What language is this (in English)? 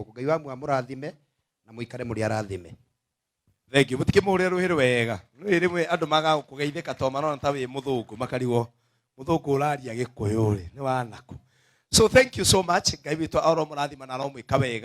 Kikuyu